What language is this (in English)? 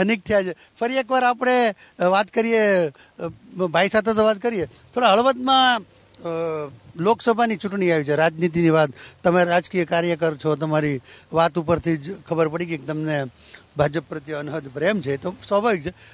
Gujarati